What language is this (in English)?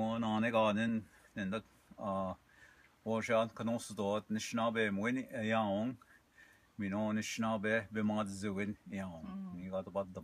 Ojibwa